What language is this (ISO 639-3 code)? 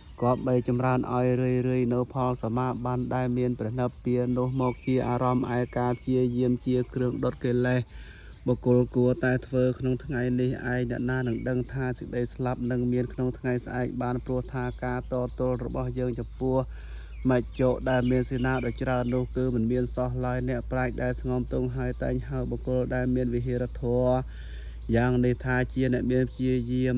khm